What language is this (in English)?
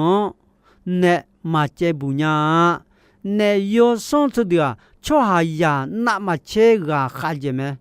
Akha